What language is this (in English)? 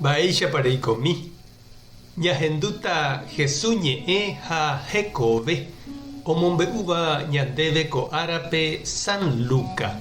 Guarani